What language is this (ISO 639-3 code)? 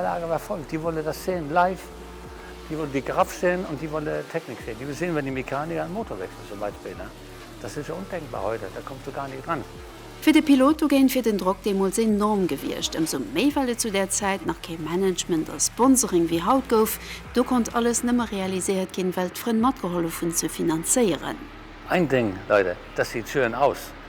ltz